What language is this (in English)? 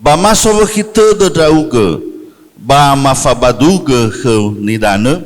Nias